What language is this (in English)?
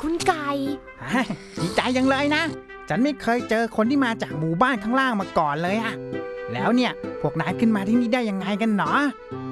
Thai